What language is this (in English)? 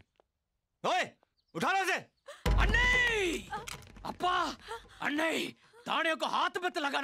Hindi